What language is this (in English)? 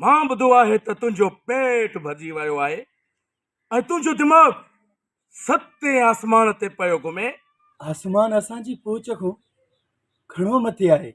Sindhi